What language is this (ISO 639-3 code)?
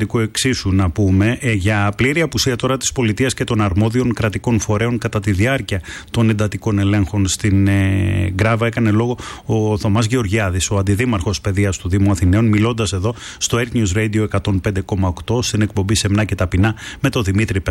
ell